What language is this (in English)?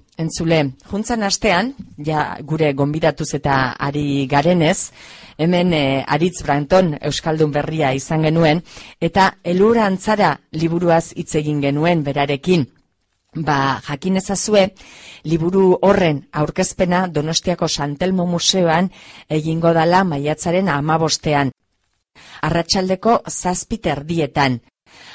Basque